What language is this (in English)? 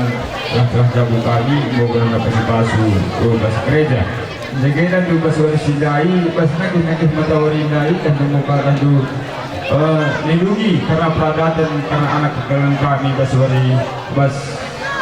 Batak Karo